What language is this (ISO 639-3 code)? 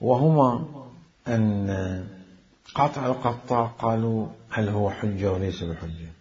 acm